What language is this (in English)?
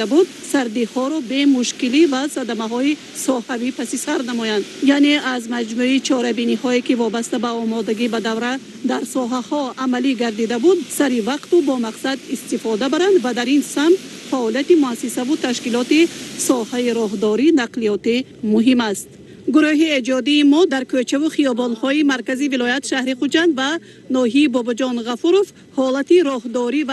Tajik